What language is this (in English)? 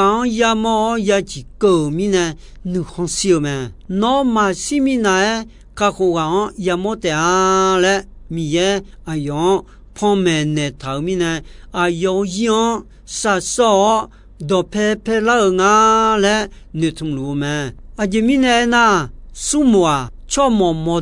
Akha